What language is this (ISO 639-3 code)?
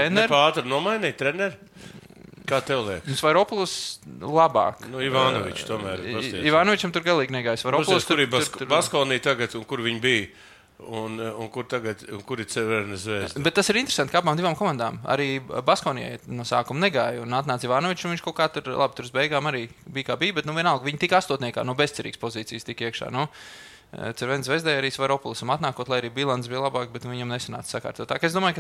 lav